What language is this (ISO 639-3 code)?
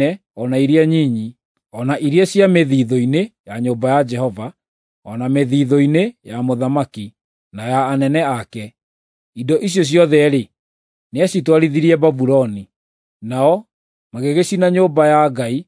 kik